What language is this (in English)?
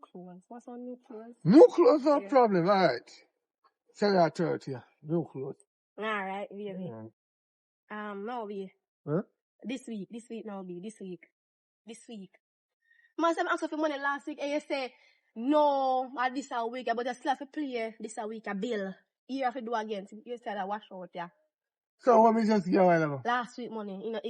Jamaican Creole English